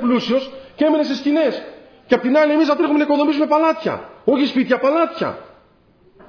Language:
Greek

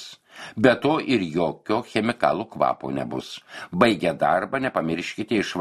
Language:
Lithuanian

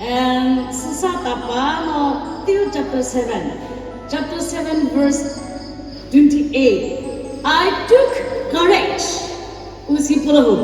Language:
Chokri Naga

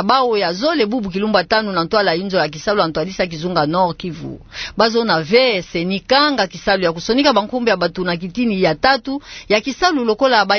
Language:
Kituba (Democratic Republic of Congo)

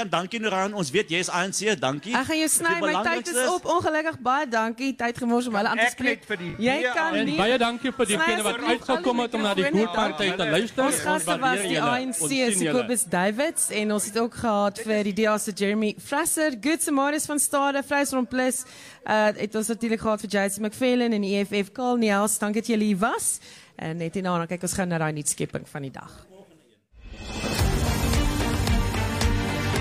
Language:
Afrikaans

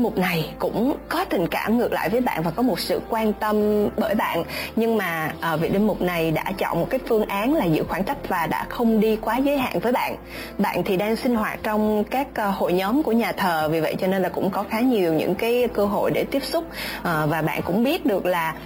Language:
Vietnamese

